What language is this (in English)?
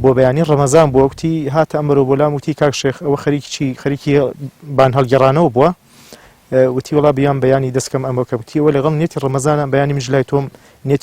Central Kurdish